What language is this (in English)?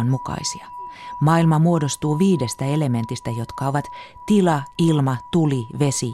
Finnish